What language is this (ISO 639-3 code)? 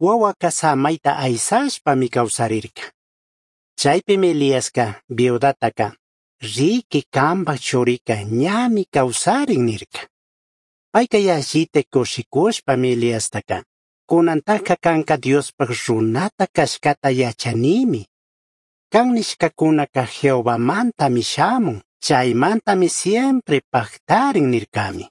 qug